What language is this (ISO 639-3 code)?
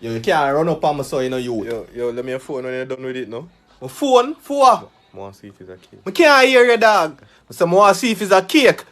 jam